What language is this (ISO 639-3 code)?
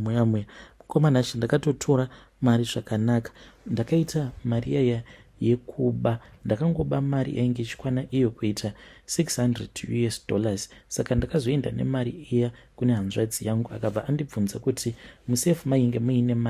sna